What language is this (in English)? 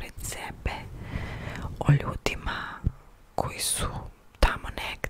Serbian